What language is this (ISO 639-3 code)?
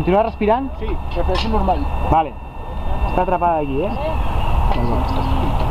cat